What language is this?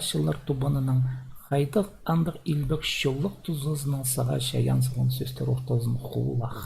Khakas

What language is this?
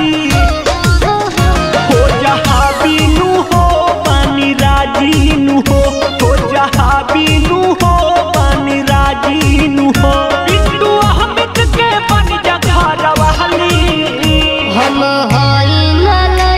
Bhojpuri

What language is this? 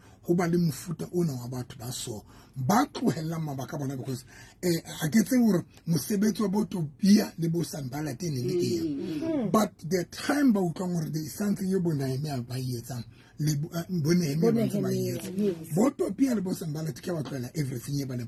Southern Sotho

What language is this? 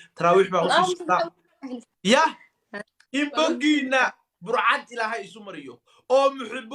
Somali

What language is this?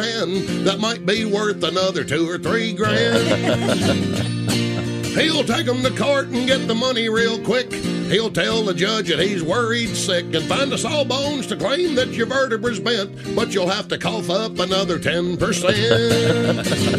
English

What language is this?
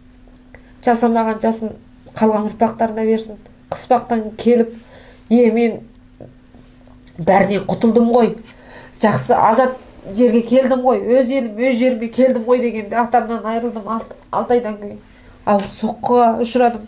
Kazakh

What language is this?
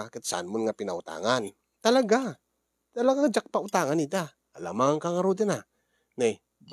Iloko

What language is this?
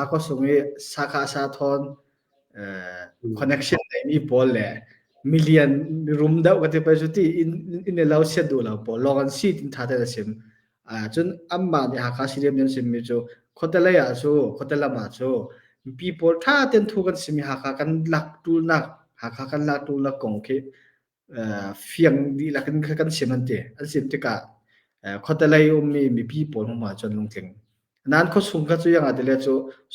Hakha Chin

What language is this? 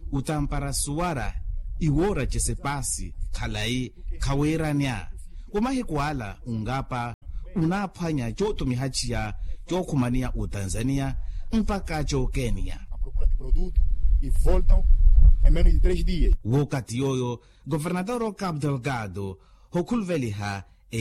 Makhuwa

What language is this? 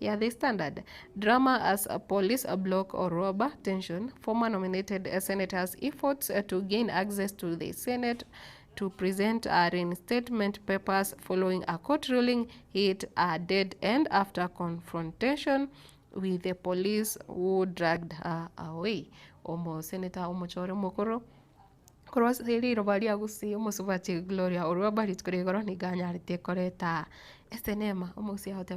Gusii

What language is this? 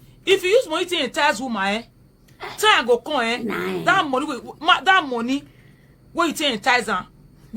Nigerian Pidgin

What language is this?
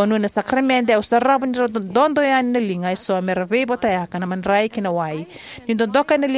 Fijian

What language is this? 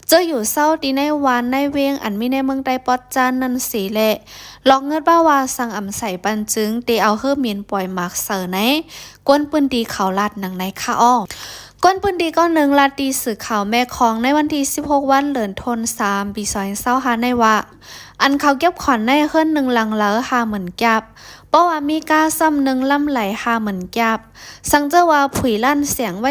Shan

